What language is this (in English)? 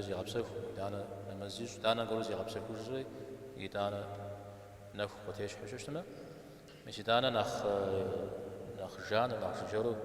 Kabardian